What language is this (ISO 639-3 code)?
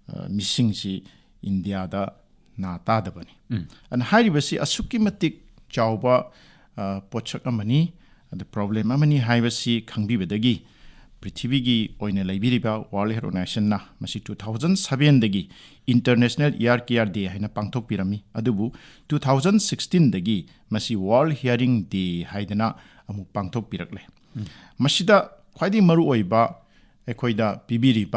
mni